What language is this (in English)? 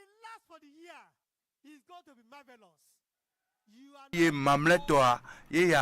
Ewe